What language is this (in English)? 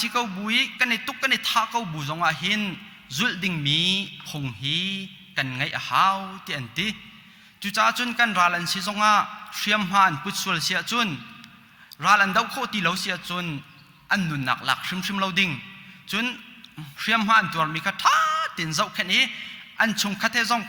Hakha Chin